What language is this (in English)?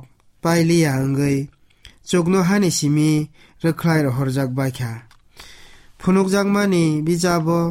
Kok Borok